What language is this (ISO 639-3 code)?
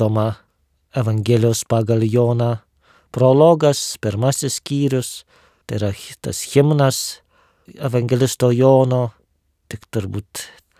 lit